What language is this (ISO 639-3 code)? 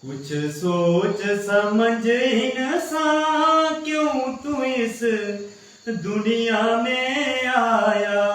doi